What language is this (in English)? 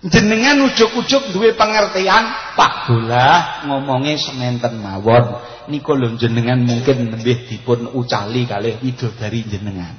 Javanese